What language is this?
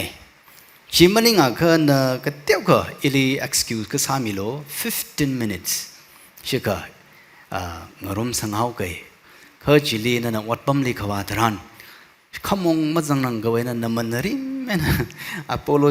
Tangkhul Naga (India)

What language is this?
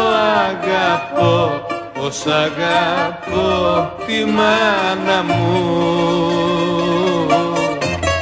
Greek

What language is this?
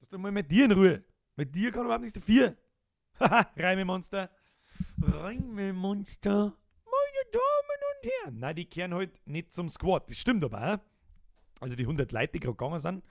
Bavarian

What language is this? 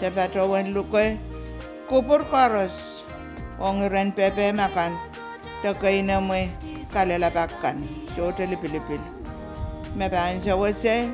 Pohnpeian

